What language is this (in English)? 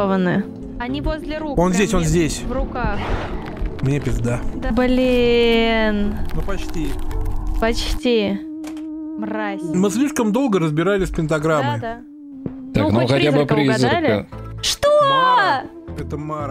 Russian